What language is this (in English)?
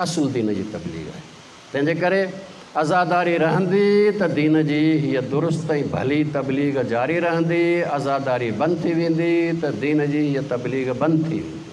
Sindhi